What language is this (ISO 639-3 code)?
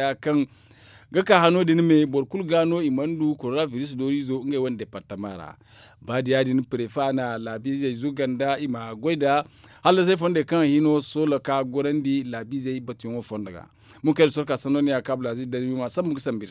dje